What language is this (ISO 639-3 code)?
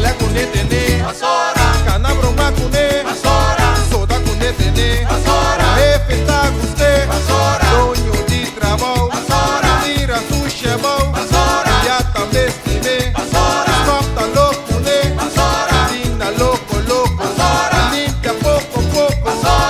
pap